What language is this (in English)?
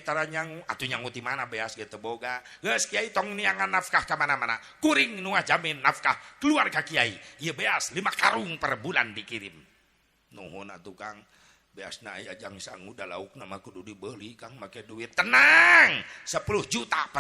Sundanese